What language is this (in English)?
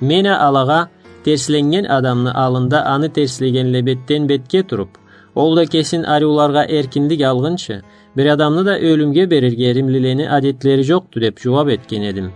Karachay-Balkar